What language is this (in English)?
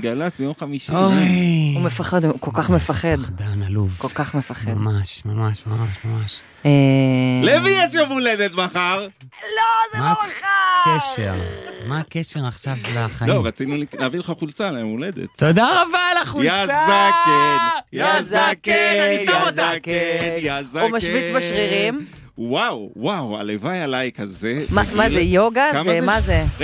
Hebrew